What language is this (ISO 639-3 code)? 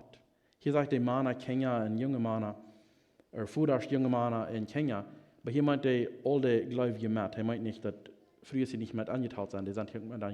pdt